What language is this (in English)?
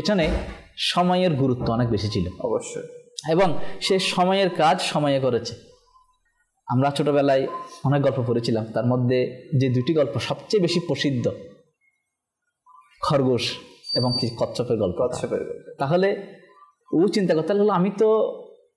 Bangla